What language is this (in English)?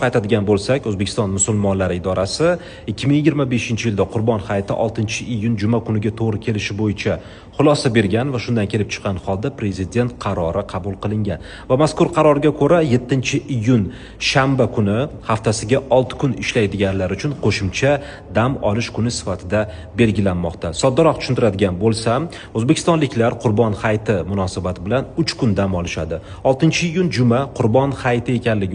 Uzbek